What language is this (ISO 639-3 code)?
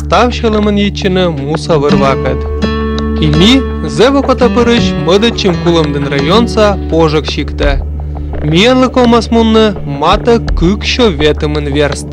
kom